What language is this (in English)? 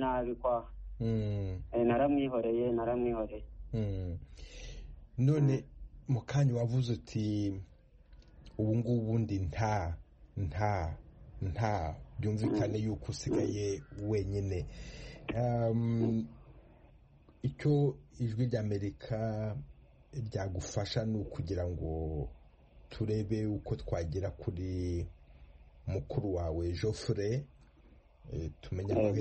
Kinyarwanda